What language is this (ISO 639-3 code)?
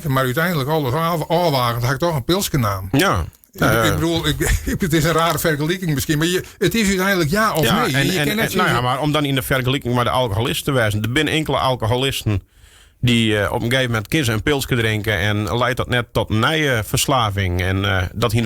fry